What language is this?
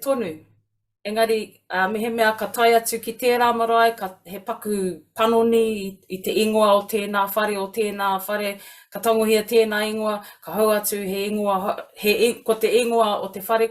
Māori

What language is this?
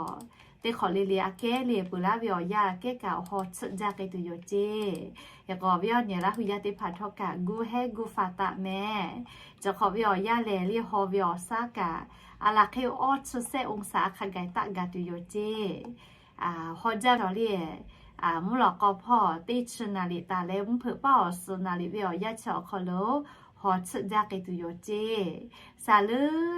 Lahu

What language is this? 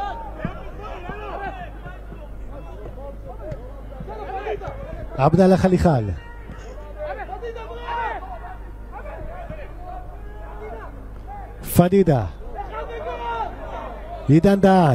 Hebrew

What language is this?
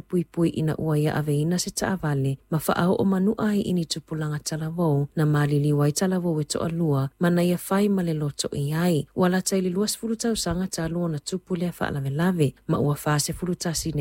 Samoan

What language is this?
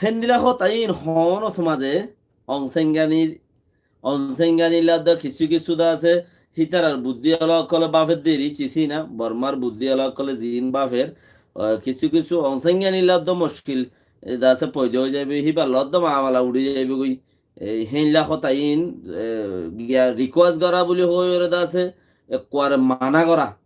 Rohingya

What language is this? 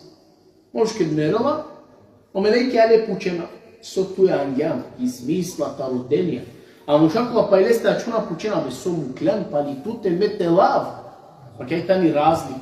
Balkan Romani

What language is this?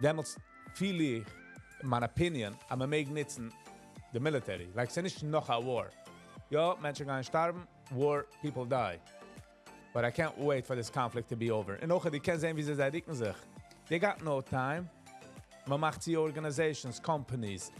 Yiddish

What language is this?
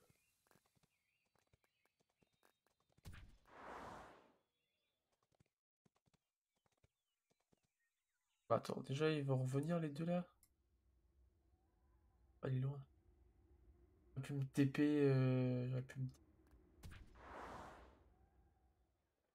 French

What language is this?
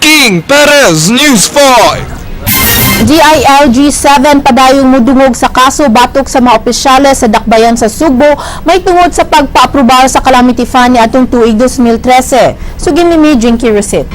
Cebuano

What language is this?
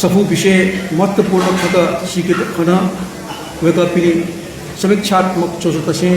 Newari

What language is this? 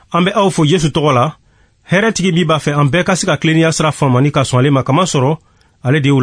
Bambara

